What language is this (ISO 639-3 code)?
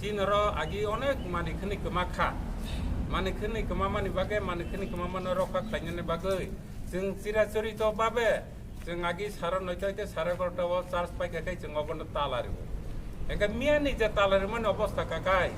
trp